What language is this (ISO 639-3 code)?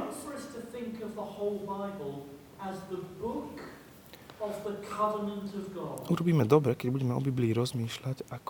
slk